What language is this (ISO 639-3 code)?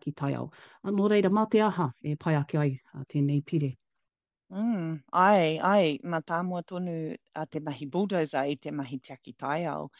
mri